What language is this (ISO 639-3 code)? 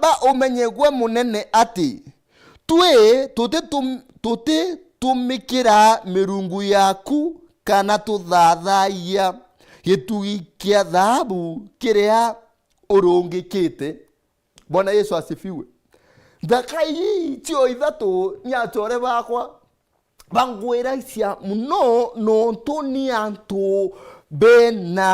mer